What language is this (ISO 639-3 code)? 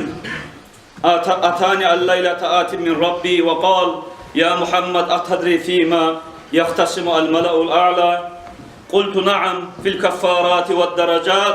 kum